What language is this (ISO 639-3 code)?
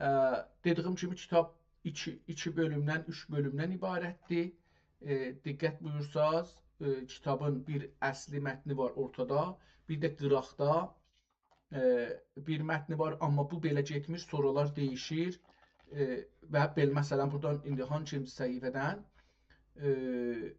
azb